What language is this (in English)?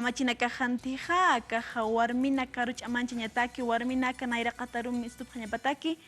Aymara